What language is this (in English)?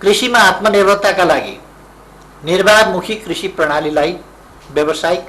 Nepali